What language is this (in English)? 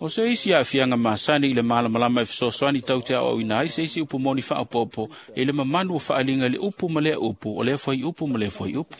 Samoan